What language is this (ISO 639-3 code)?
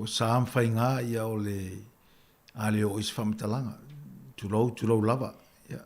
smo